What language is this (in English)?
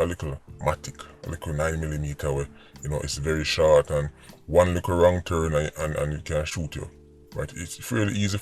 Jamaican Creole English